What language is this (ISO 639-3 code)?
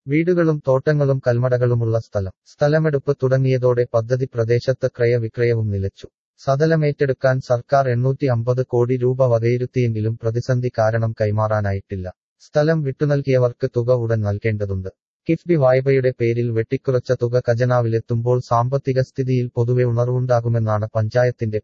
mal